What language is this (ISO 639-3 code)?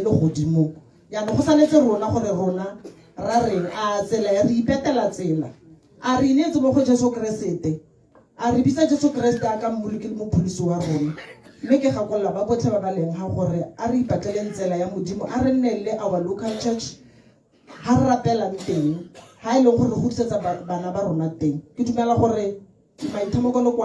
tsn